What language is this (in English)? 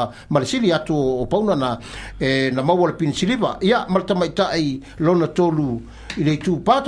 Samoan